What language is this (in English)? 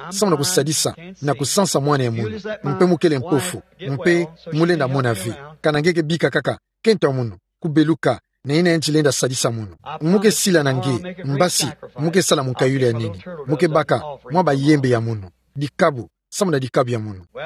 Kituba (Democratic Republic of Congo)